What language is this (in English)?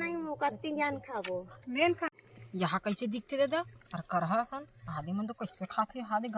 Chhattisgarhi